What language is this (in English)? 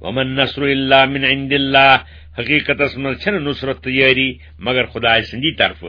Kashmiri